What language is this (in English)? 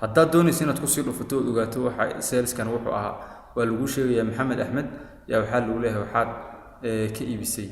Somali